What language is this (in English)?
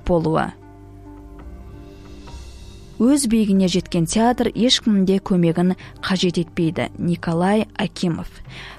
Kazakh